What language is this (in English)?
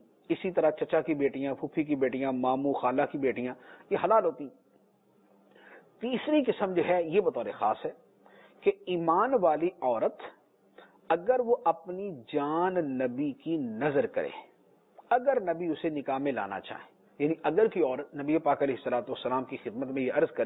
Urdu